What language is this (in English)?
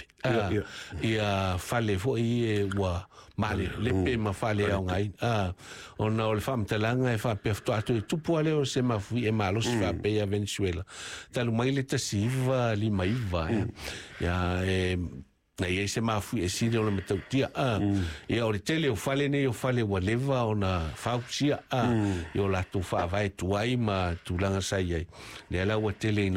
Samoan